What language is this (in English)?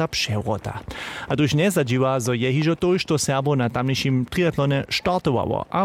Upper Sorbian